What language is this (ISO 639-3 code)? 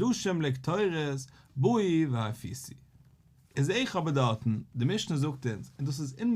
yid